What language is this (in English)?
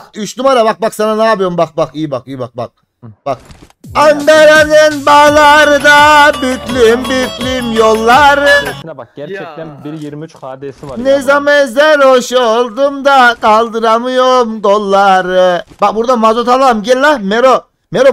Turkish